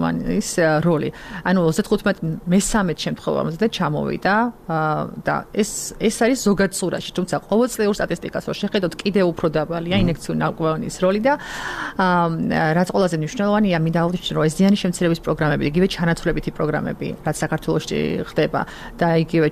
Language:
Georgian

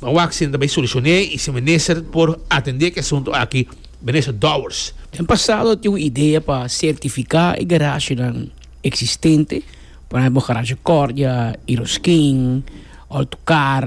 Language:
Papiamento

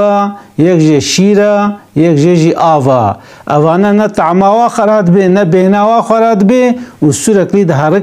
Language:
Kurdish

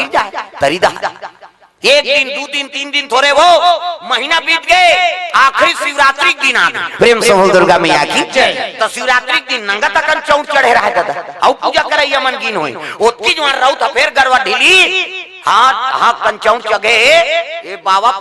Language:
Chhattisgarhi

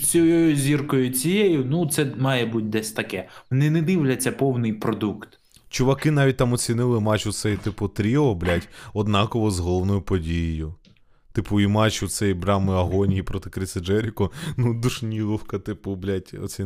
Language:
Ukrainian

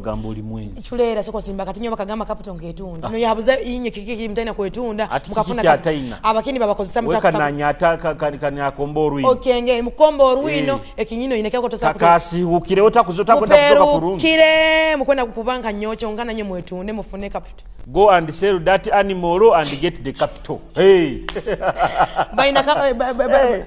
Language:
Nyoro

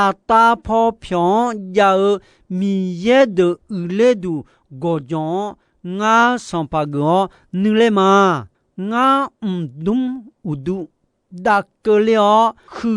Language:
Akha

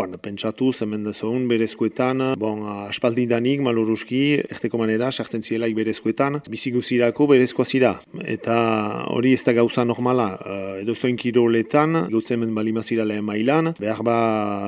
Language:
Basque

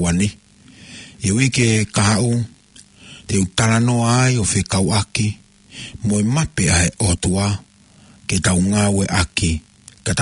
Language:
Tongan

